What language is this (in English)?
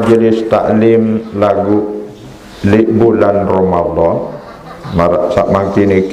Sasak